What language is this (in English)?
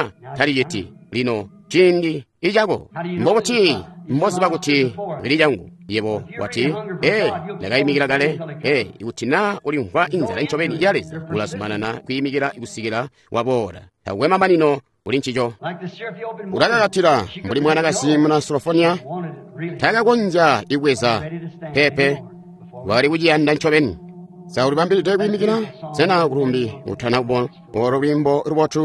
Tonga (Zambia)